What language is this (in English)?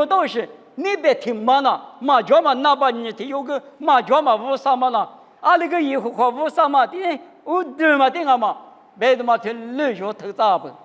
Lisu